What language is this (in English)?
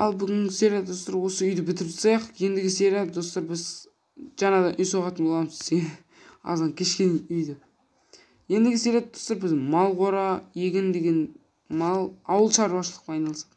Kazakh